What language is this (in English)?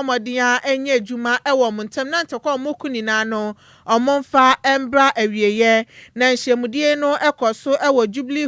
Akan